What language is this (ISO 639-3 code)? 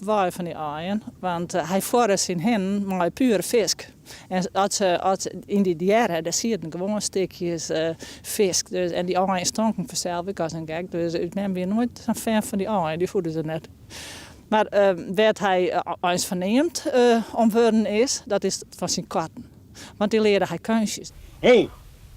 fry